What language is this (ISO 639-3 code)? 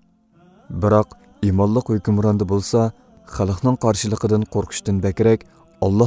uig